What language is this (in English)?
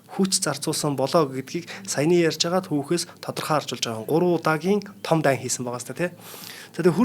Mongolian